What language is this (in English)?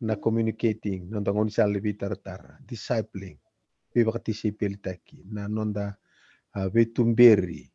Fijian